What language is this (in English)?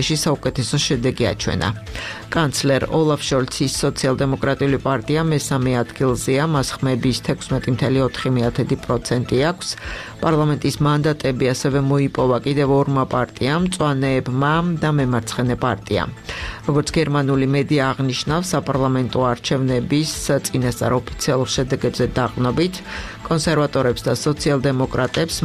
Georgian